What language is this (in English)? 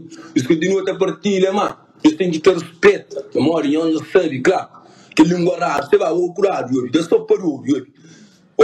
Kabuverdianu